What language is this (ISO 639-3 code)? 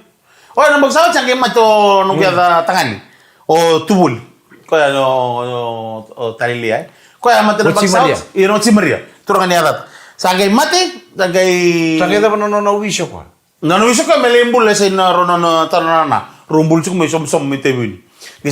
fij